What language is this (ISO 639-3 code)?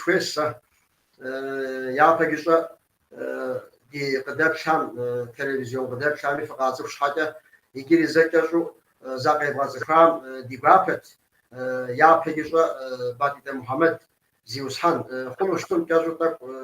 kbd